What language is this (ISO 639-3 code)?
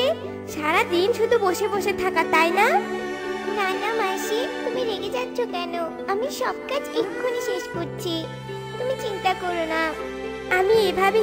ben